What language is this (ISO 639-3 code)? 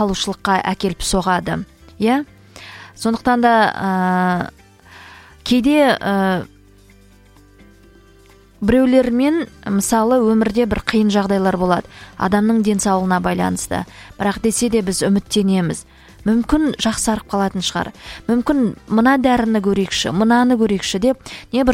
kaz